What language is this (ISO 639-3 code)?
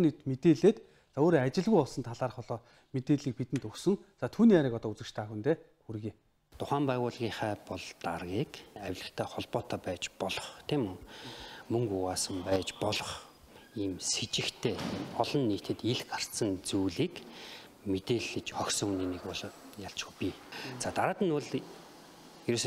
mon